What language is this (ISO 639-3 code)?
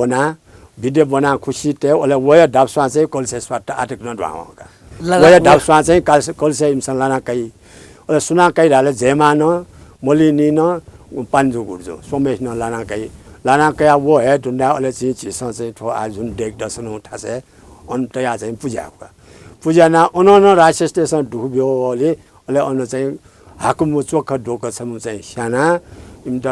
new